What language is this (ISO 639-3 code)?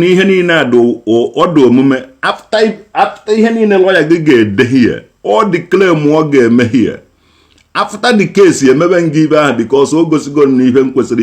ibo